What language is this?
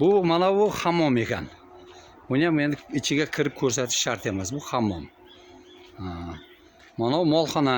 Uzbek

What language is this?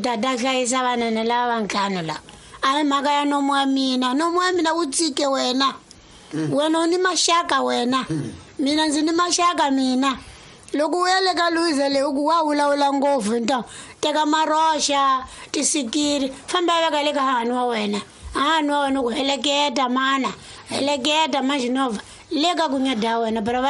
Tsonga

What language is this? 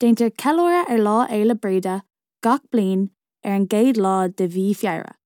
Irish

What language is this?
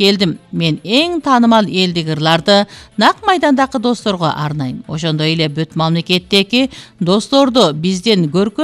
Kyrgyz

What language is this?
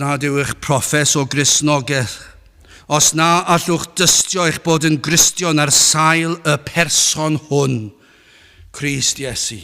Welsh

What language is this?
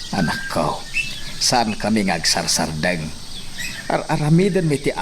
Iloko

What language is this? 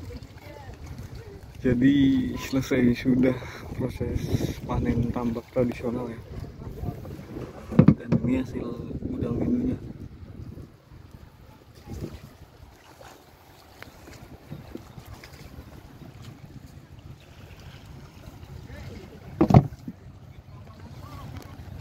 Indonesian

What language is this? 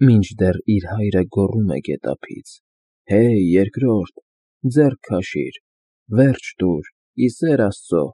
Armenian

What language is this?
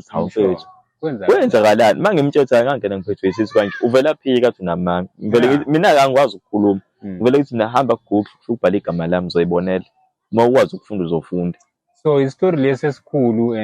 Zulu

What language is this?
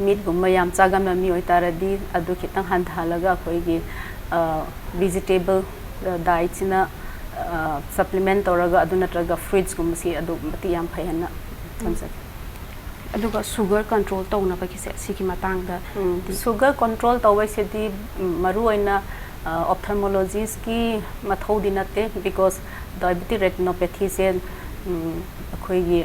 Manipuri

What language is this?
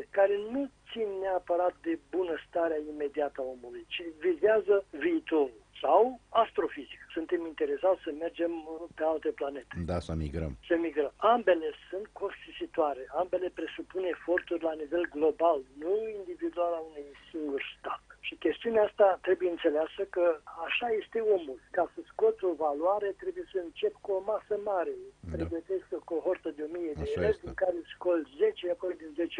Romanian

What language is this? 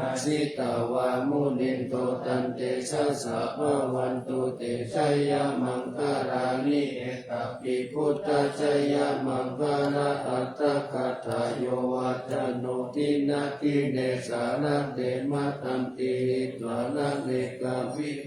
Pali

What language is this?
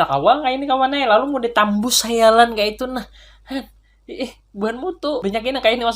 Banjar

